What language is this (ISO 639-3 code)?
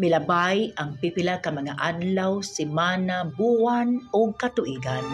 ceb